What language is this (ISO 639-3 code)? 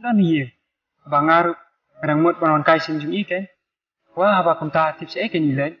kha